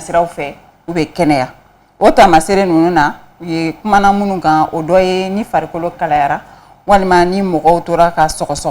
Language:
Bambara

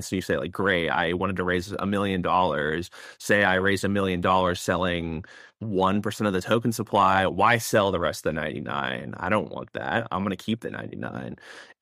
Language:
English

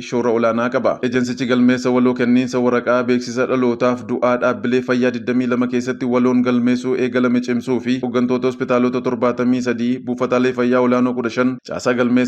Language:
Oromo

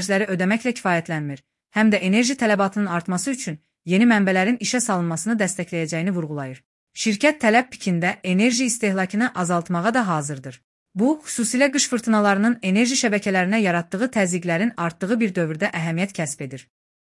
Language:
Azerbaijani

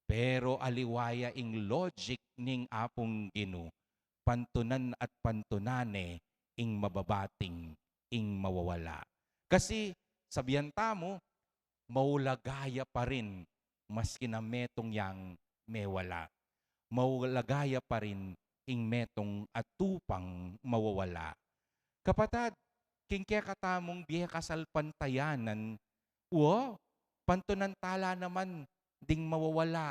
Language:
Pampanga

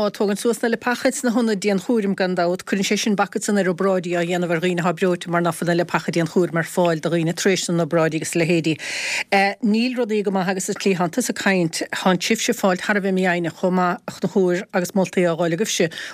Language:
Irish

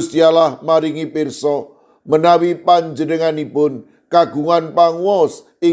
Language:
Javanese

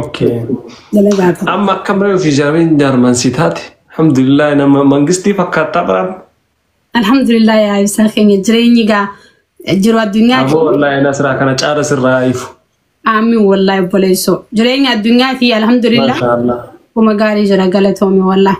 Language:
Oromo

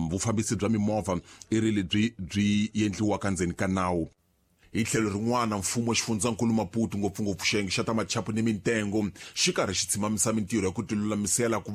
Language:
Tsonga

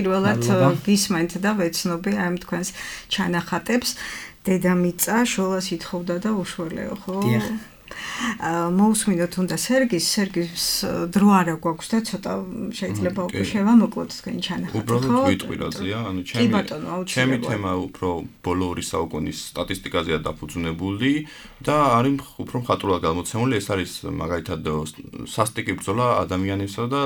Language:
Georgian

